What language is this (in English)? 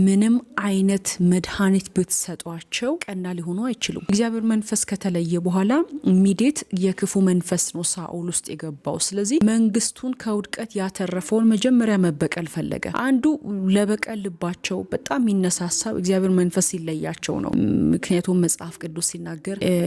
Amharic